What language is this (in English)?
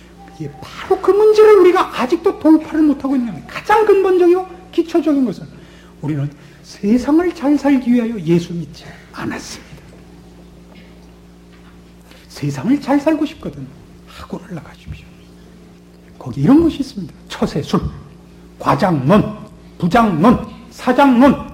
Korean